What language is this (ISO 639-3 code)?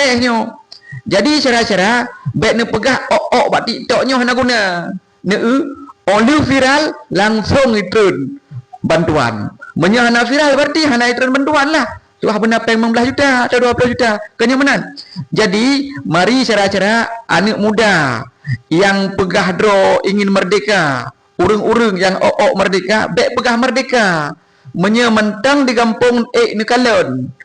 ace